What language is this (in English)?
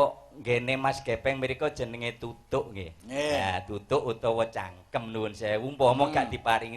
Javanese